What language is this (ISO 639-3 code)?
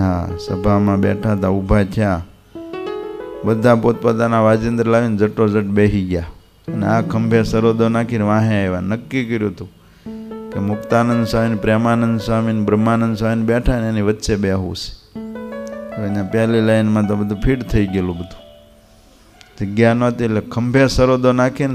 guj